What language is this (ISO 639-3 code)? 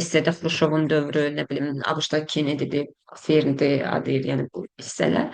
aze